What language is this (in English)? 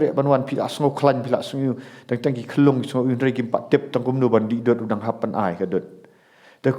Khasi